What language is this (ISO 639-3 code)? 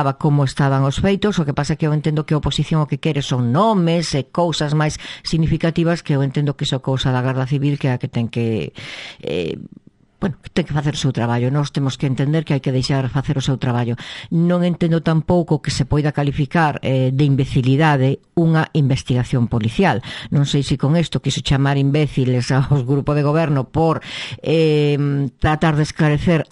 glg